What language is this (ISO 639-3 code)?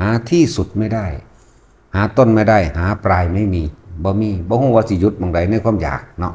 tts